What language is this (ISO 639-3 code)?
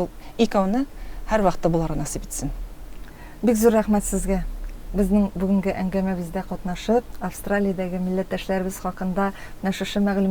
tat